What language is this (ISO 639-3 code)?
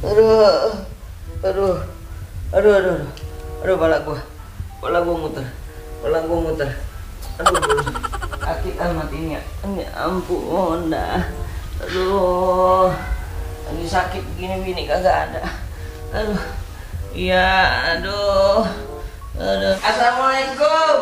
bew